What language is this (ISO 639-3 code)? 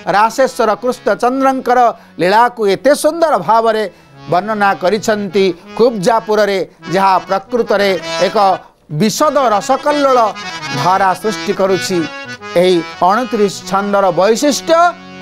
ori